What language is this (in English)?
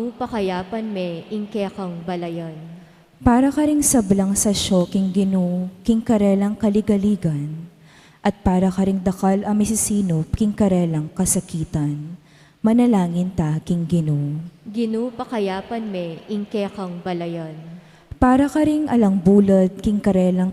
Pampanga